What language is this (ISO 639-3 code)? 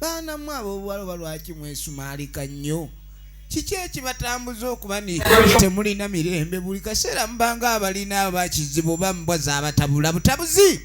lug